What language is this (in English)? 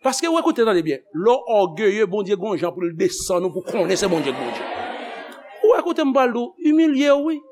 Haitian Creole